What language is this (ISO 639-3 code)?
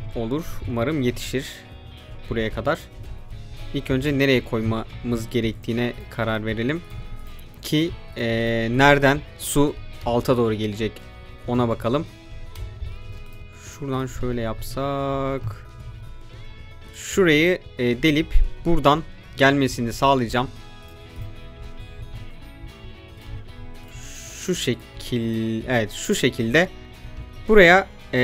tur